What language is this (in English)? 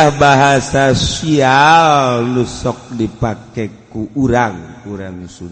Sundanese